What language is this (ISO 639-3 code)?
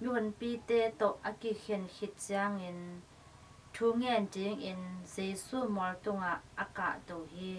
ctd